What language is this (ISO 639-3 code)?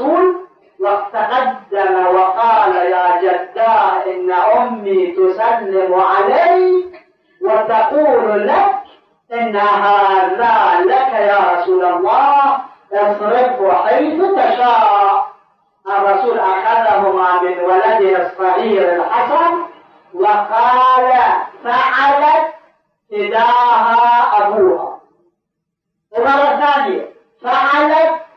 ara